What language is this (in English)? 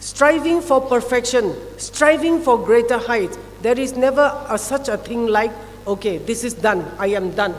Tangkhul Naga (India)